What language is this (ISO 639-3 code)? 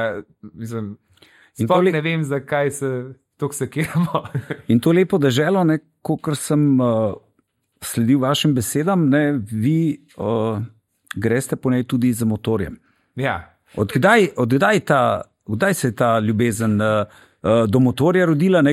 slv